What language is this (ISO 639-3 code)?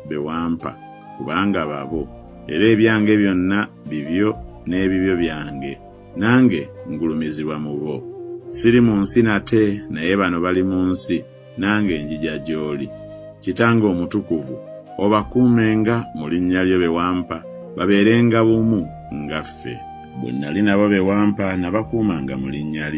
lug